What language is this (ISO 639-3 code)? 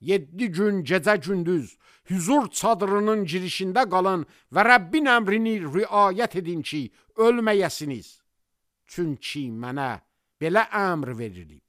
aze